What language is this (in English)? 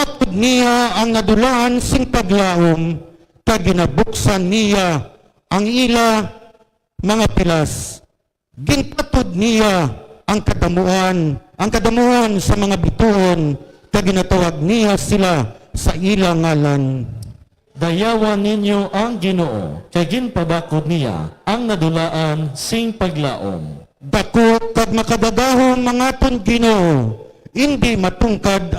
Hiligaynon